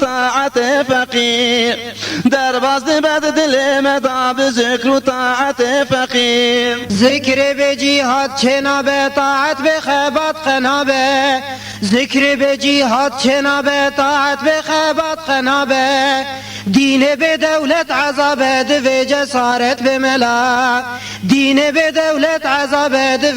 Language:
Kurdish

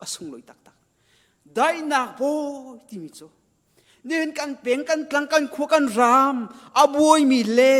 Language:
Hakha Chin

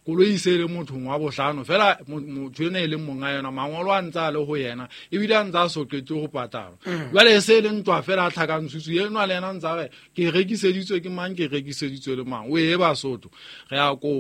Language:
Southern Sotho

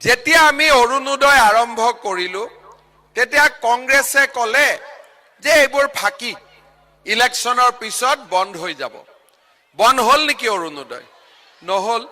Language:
Assamese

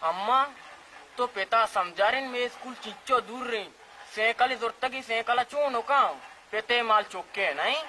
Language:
Baluchi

